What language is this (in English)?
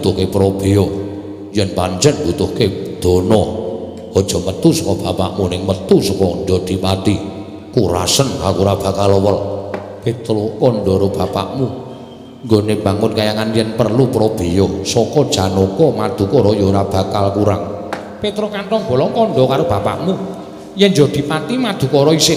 Javanese